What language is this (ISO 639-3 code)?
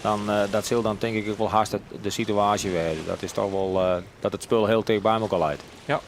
fry